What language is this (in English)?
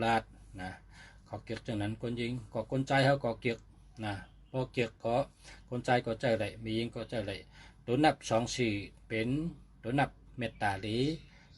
Shan